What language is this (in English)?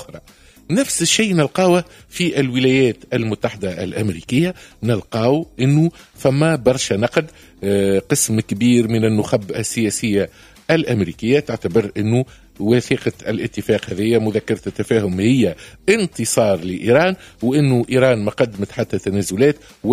Tunisian Arabic